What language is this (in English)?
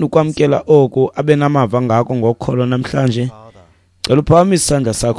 Xhosa